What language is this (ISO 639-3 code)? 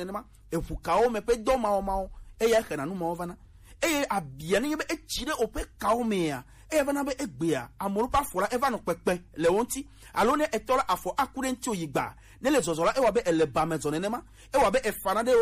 gej